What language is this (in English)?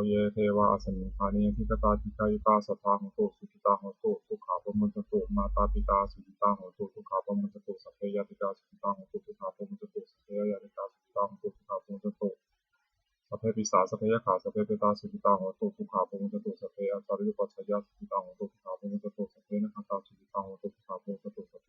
Pali